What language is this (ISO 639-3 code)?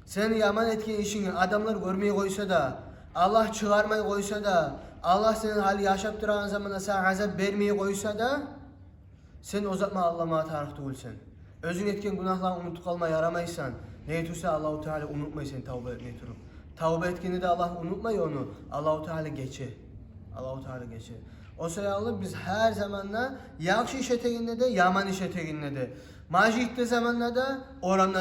kum